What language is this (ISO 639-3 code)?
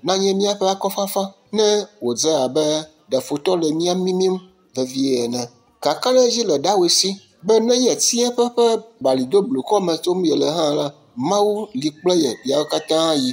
ewe